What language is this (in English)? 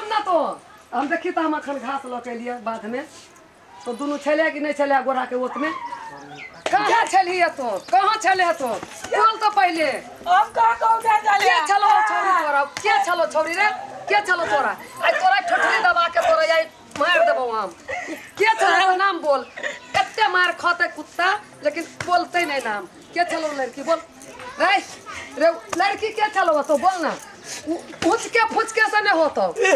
Maithili